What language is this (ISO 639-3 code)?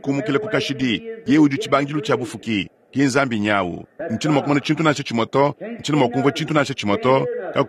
lua